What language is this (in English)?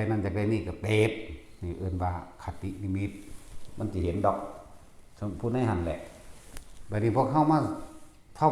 Lao